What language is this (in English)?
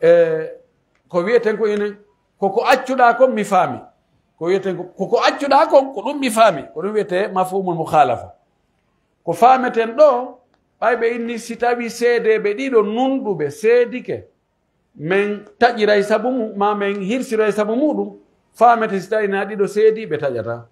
Pular